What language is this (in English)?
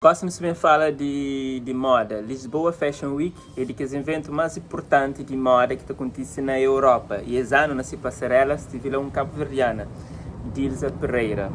Kabuverdianu